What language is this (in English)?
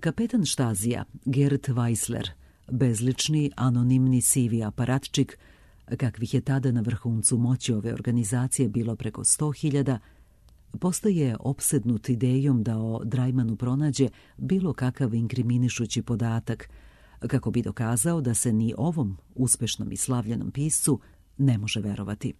Serbian